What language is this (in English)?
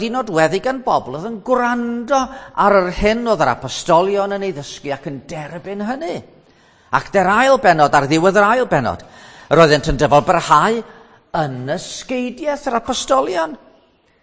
Welsh